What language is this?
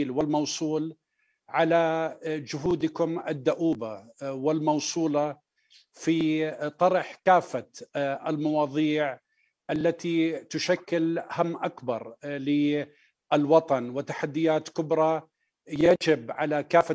Arabic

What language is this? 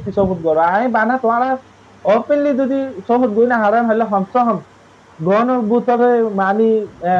Rohingya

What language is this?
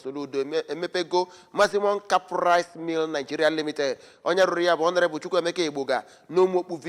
Igbo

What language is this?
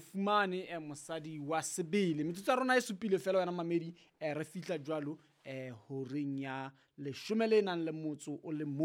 Southern Sotho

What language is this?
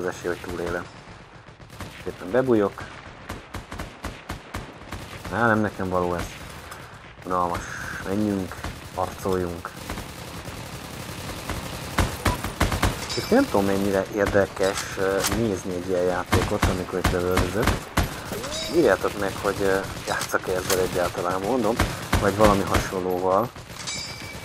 Hungarian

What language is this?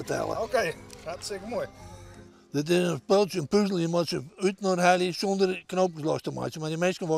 Western Frisian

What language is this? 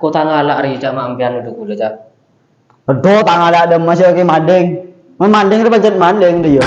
Madurese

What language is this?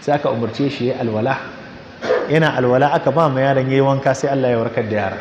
Hausa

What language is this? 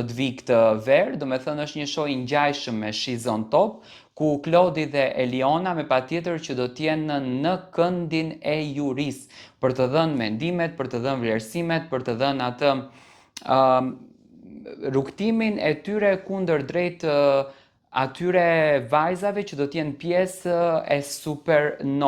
Albanian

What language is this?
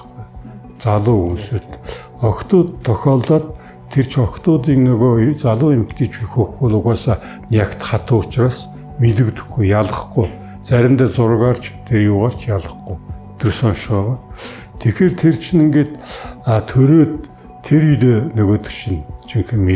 Mongolian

